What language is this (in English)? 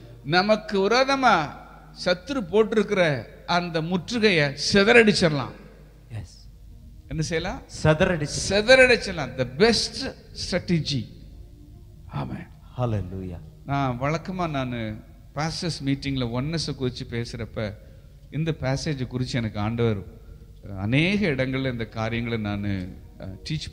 Tamil